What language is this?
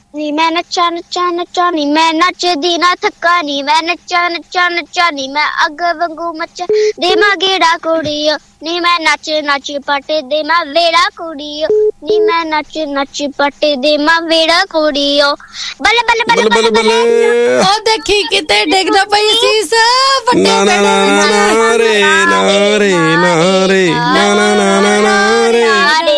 Punjabi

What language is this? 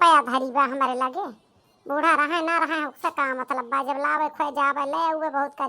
Awadhi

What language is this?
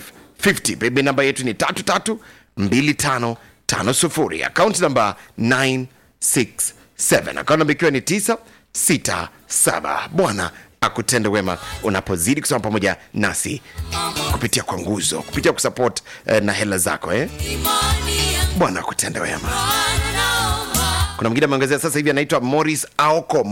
Swahili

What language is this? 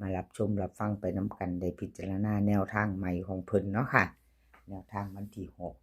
Northeastern Thai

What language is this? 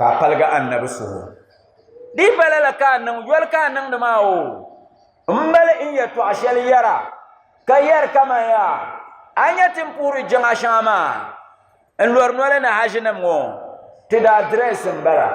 Dagbani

